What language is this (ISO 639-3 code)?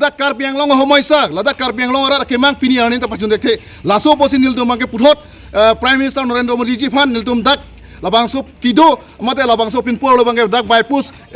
mjw